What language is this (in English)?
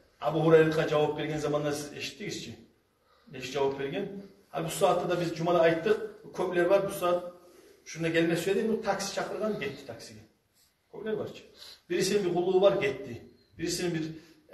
Kumyk